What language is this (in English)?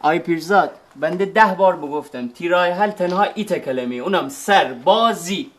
Gilaki